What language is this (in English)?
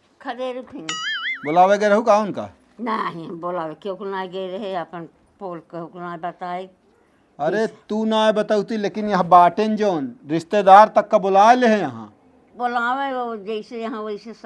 Awadhi